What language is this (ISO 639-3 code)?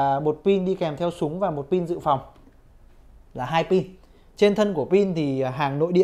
vie